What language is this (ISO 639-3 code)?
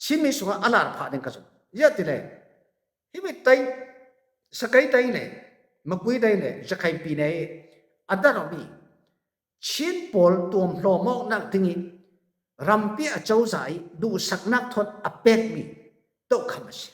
cfm